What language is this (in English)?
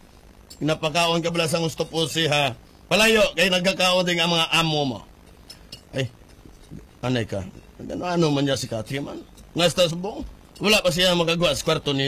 Hiligaynon